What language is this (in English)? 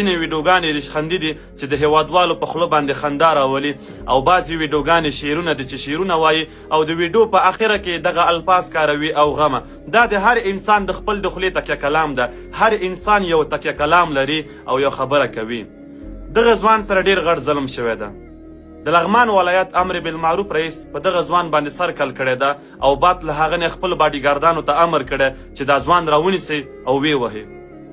Pashto